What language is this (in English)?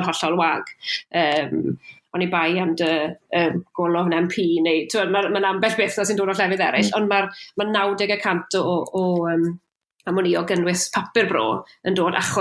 Welsh